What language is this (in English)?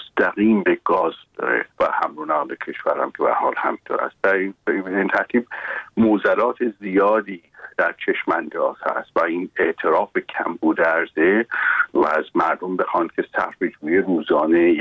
Persian